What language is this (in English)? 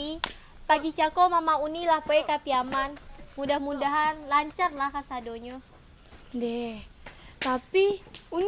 Minangkabau